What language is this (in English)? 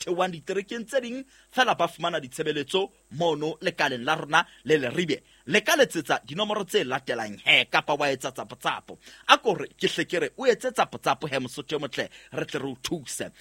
Southern Sotho